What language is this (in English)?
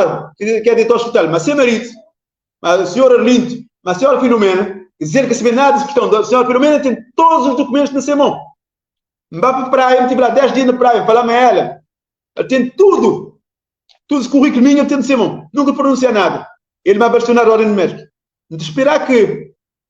Kabuverdianu